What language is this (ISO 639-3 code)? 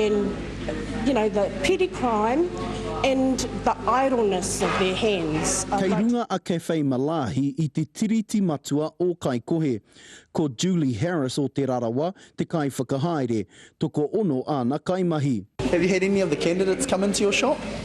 mri